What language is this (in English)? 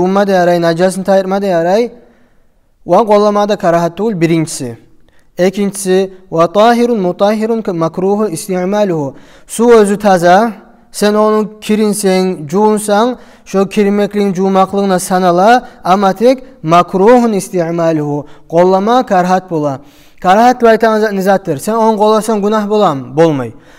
Kumyk